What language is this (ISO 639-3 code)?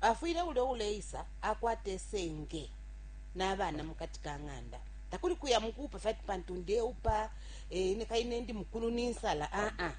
bem